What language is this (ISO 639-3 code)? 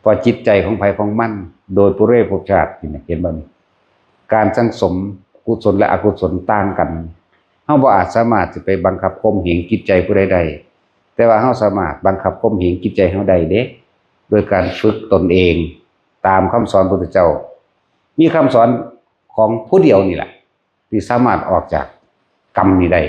tts